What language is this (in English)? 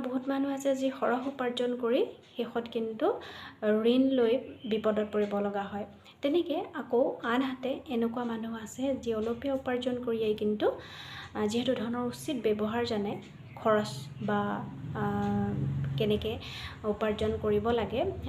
Assamese